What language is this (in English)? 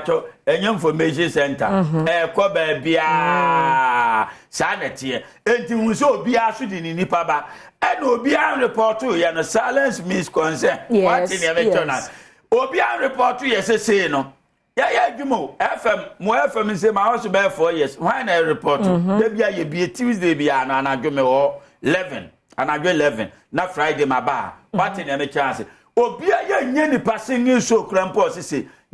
Akan